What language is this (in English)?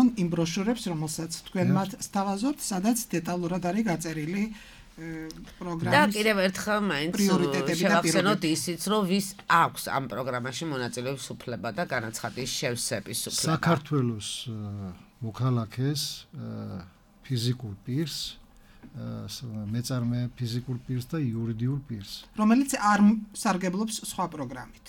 Georgian